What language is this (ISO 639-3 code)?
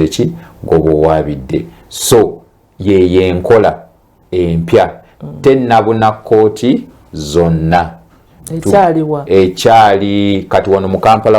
lug